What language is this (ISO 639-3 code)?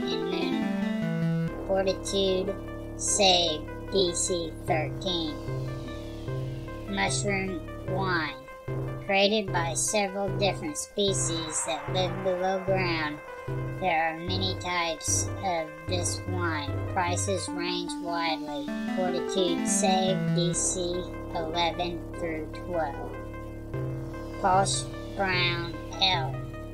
eng